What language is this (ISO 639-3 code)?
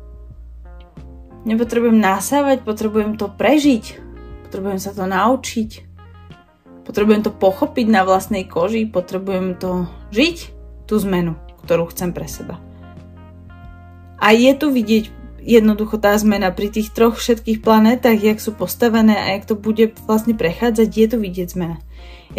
slk